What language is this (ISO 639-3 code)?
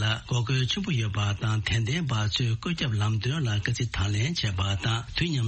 bod